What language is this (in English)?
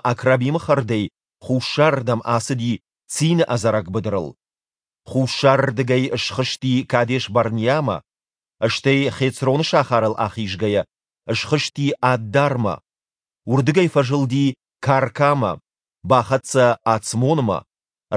Ossetic